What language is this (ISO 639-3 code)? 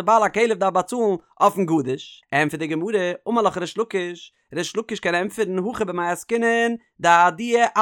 yid